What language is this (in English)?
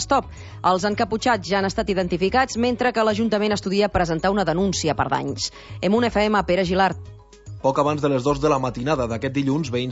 Catalan